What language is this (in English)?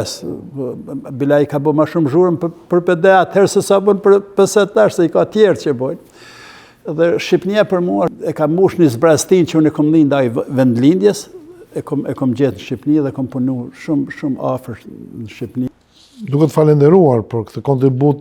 Albanian